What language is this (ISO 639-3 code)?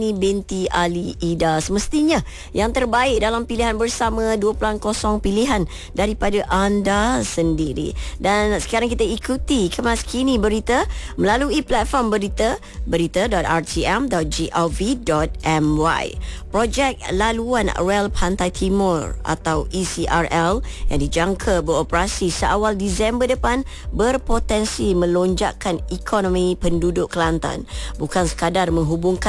msa